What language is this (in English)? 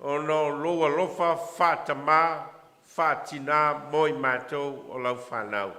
Samoan